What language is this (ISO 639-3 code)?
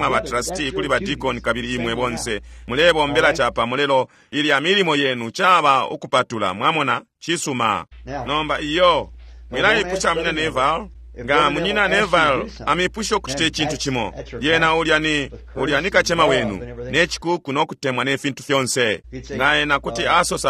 bem